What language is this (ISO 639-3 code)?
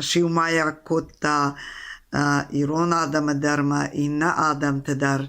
oss